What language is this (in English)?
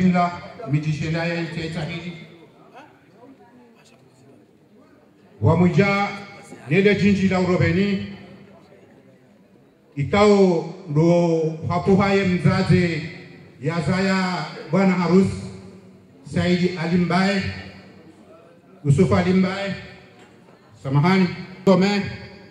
Swahili